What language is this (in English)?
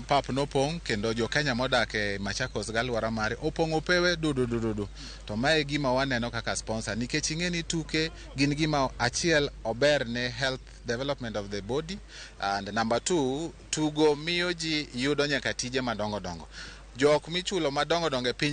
Luo (Kenya and Tanzania)